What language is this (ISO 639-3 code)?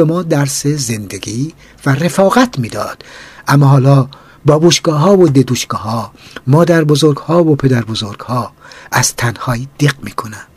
fas